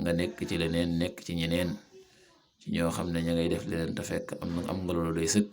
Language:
Wolof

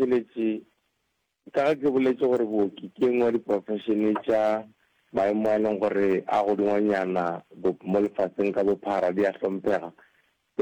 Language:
Northern Sotho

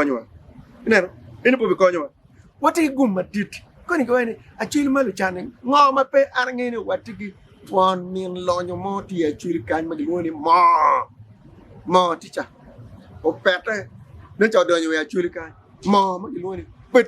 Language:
Acoli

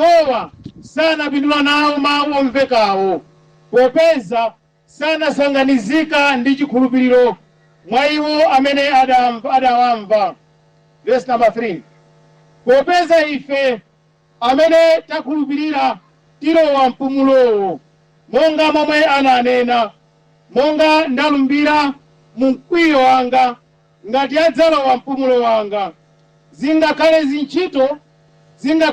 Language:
Nyanja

